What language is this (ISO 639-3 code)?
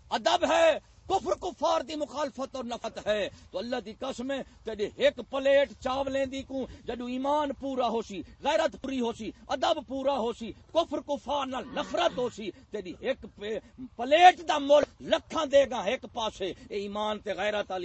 skr